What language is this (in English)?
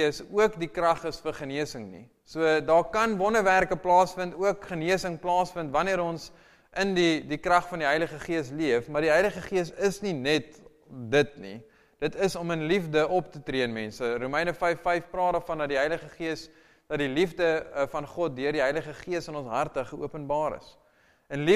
Afrikaans